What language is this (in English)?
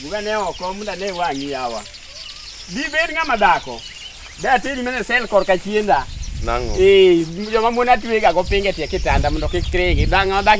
Luo (Kenya and Tanzania)